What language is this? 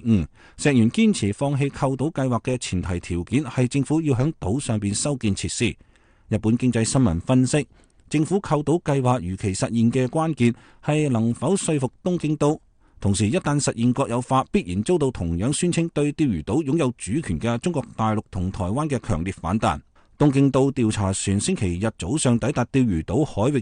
Cantonese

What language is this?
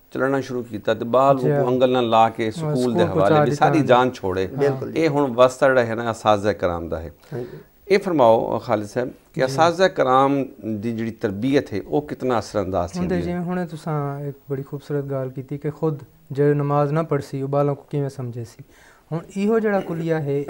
Saraiki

